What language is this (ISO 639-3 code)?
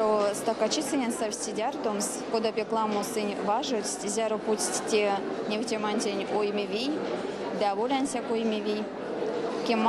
myv